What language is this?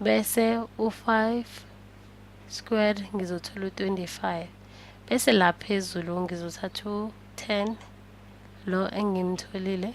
Zulu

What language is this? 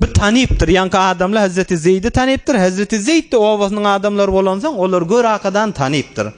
Turkmen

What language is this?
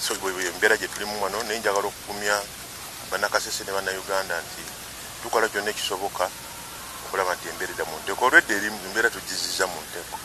Ganda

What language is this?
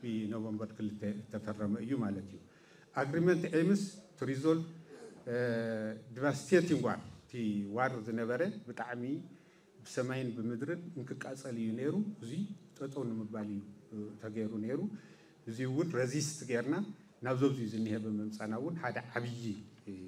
Tigrinya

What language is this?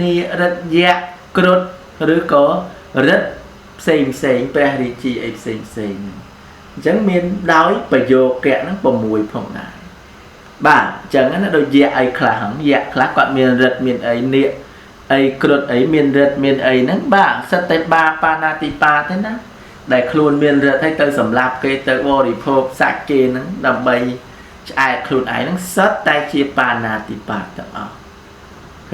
Khmer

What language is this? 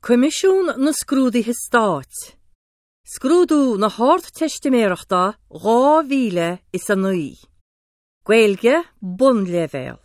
Irish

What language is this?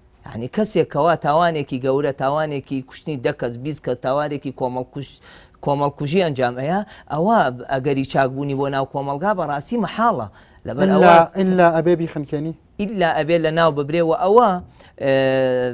Central Kurdish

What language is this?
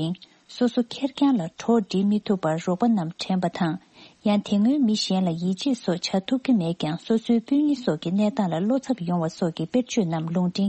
Tibetan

